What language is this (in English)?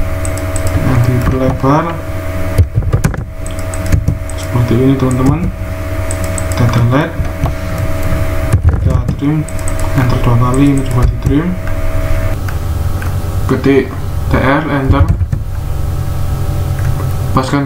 Indonesian